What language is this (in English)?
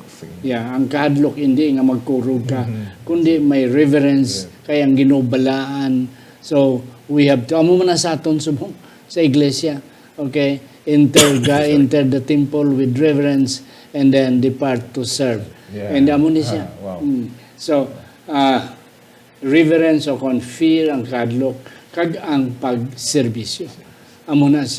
Hiligaynon